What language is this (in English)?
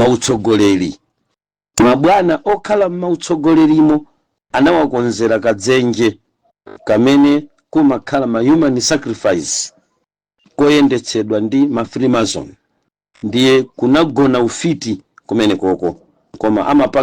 Nyanja